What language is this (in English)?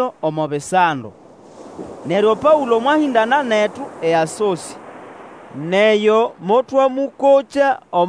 Nande